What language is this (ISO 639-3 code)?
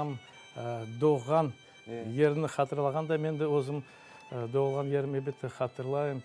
crh